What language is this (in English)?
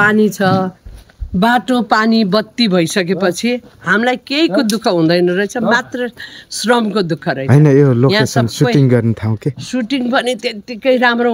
Nepali